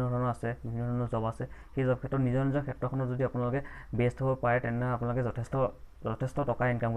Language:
Assamese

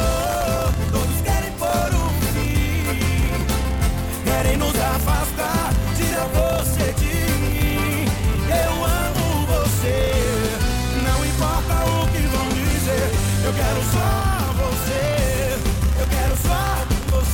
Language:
Portuguese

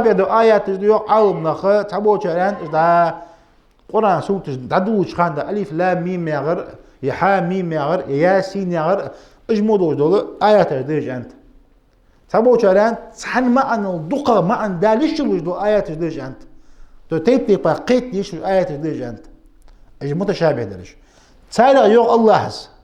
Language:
Ingush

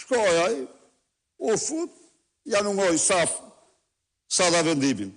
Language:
Albanian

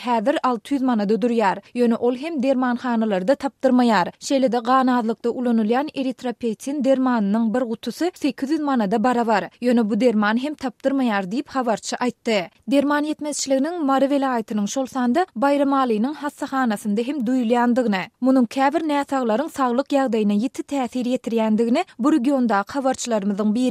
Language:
Turkmen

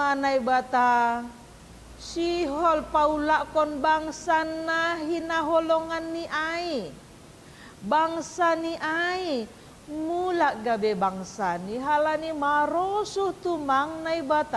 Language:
Batak Simalungun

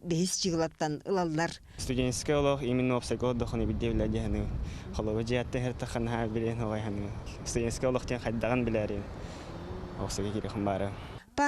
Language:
Yakut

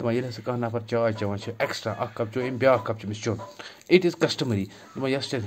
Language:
Kashmiri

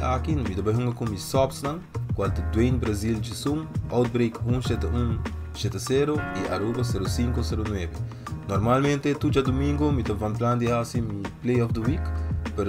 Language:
Papiamento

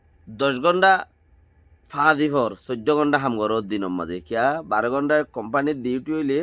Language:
Rohingya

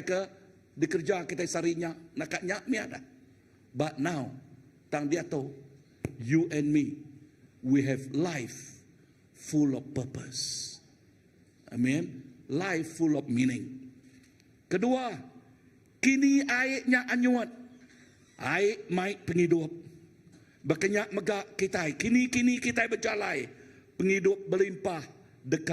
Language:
Iban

